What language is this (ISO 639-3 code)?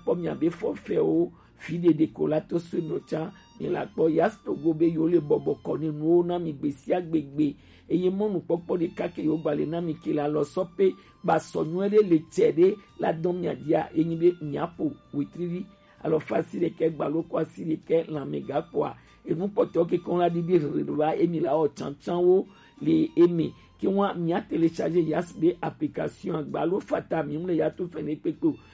gej